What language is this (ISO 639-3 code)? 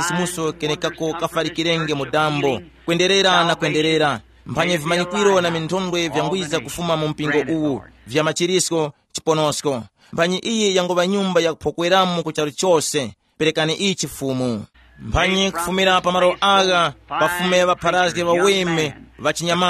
tum